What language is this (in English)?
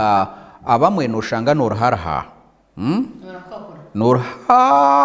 Nyankole